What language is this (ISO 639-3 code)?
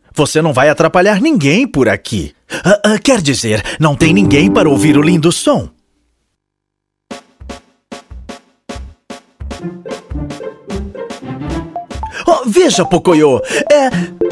por